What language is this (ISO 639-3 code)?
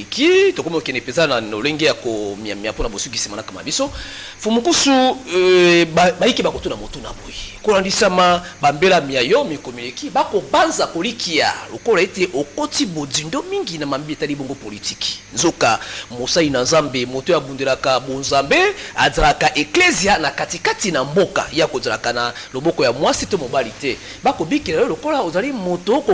lin